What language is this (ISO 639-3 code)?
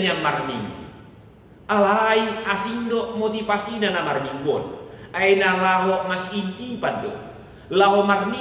bbc